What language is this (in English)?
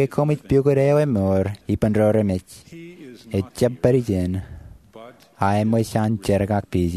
Marshallese